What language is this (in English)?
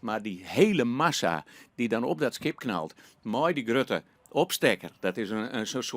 Western Frisian